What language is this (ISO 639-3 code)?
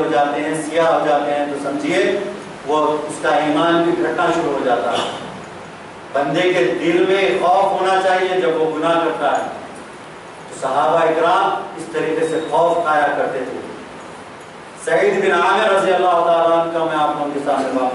urd